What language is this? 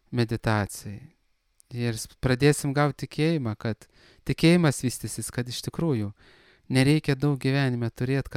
Lithuanian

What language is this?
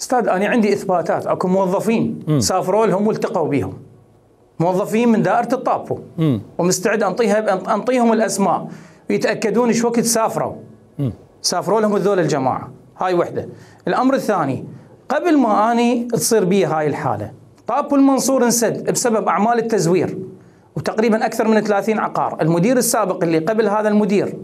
Mesopotamian Arabic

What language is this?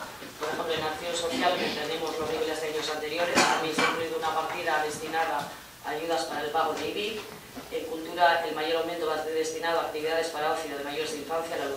Spanish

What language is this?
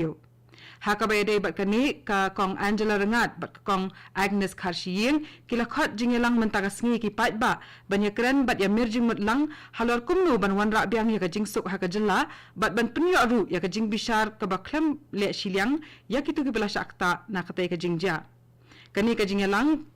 Khasi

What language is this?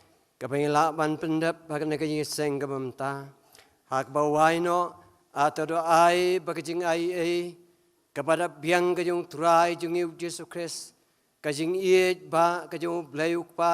Khasi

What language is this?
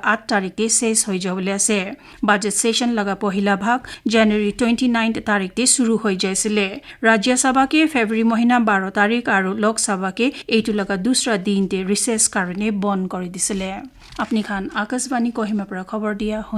Naga Pidgin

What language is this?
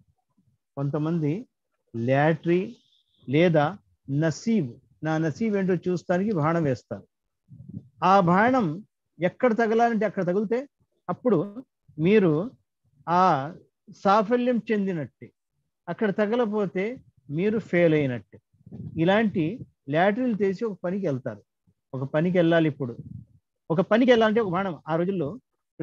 Telugu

